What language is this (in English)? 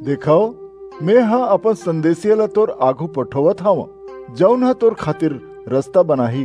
Chhattisgarhi